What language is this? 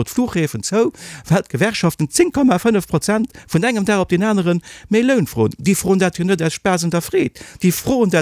Luxembourgish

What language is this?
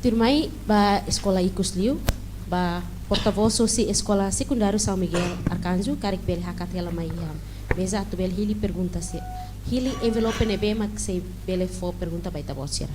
Tetum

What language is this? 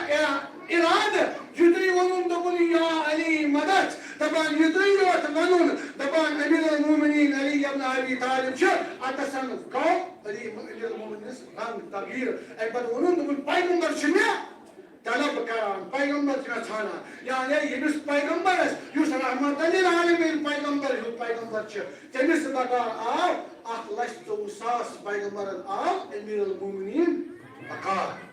Kashmiri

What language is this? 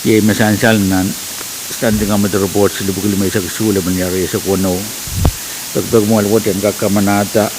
Pohnpeian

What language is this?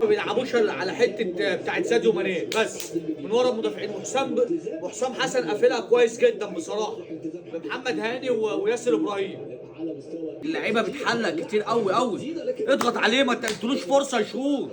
Egyptian Arabic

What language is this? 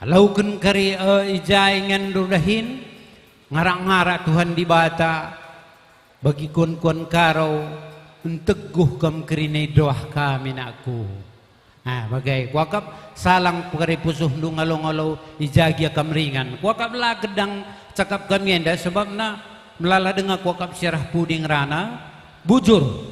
Batak Karo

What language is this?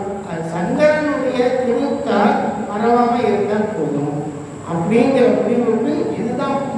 Tamil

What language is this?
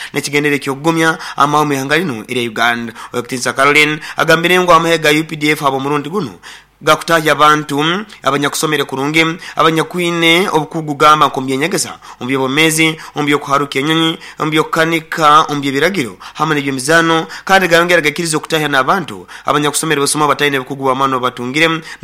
Nyoro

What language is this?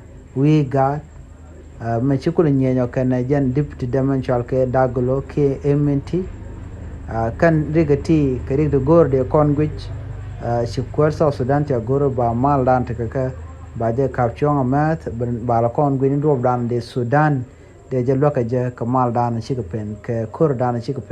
Nuer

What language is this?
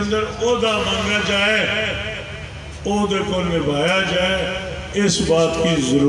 Urdu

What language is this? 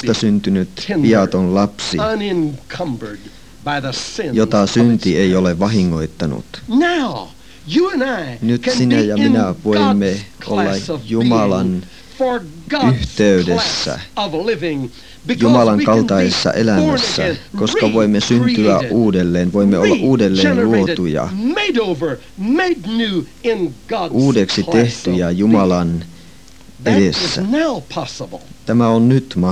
Finnish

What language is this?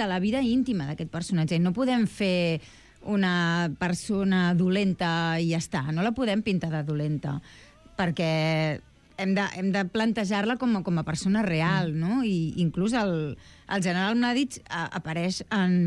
Catalan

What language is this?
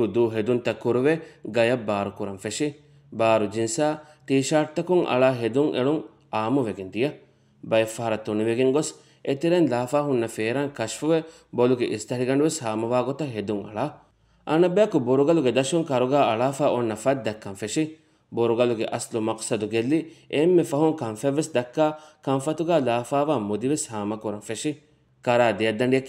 Divehi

